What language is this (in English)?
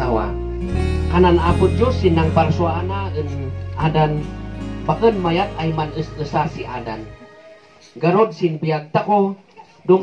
Kankanaey